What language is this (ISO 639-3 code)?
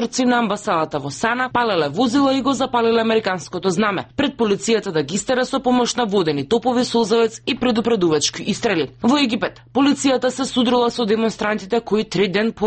mkd